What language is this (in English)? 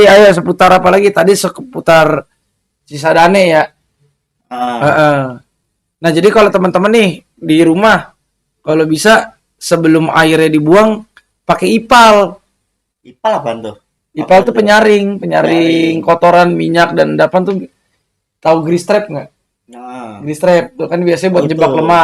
Betawi